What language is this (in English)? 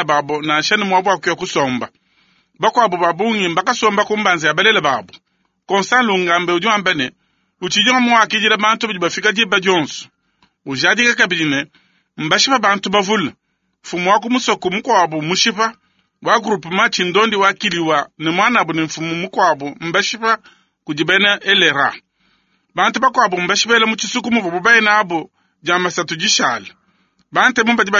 Luba-Lulua